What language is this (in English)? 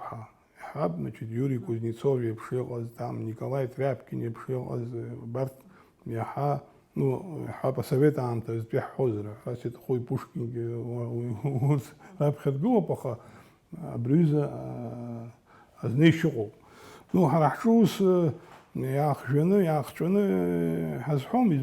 Abkhazian